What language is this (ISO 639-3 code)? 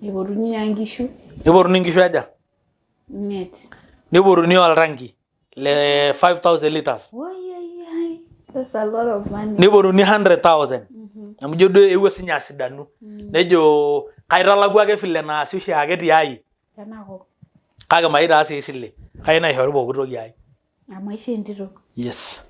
mas